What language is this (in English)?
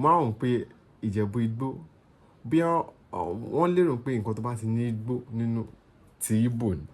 Yoruba